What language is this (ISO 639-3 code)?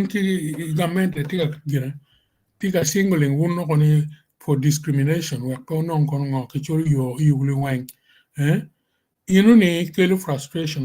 ach